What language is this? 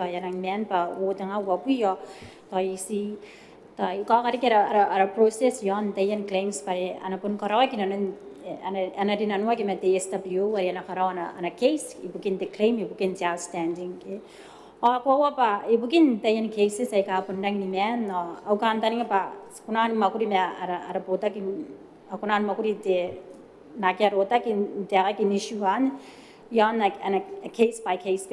Gilbertese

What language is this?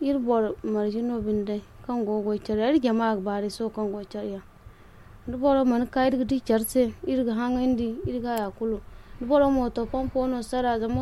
Zarma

